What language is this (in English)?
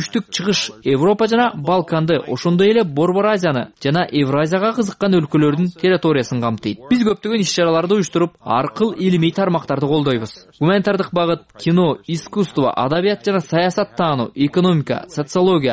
Kyrgyz